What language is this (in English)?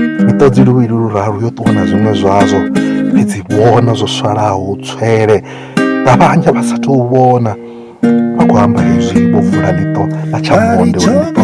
Venda